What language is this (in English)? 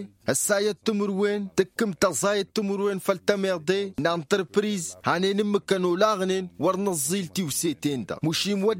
Tamasheq